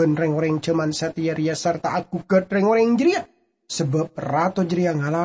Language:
Madurese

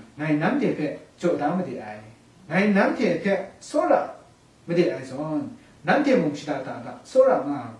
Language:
Kachin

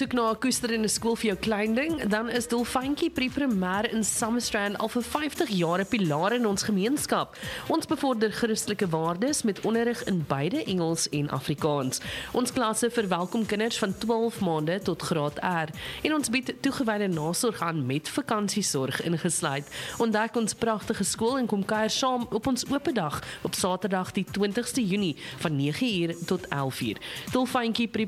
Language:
Afrikaans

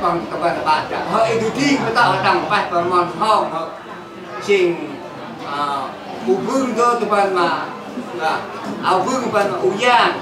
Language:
Central Mnong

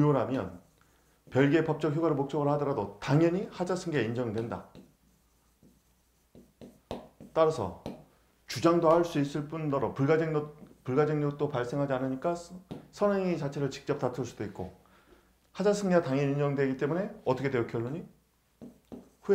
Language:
Korean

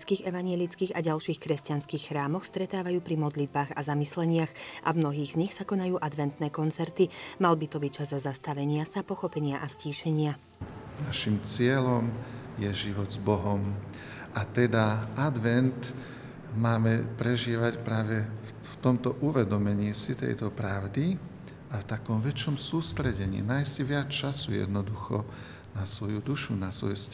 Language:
Slovak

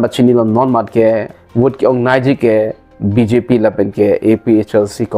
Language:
Karbi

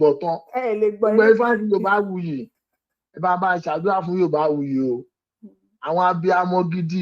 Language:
Yoruba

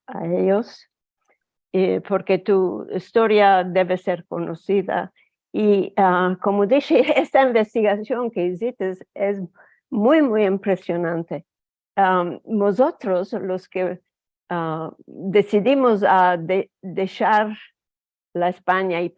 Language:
Ladino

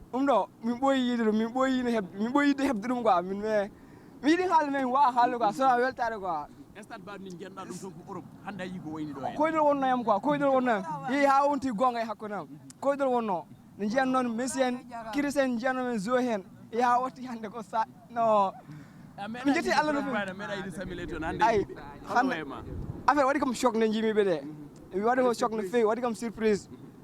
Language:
Fula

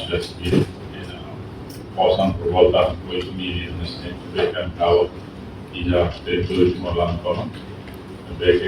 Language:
Tetum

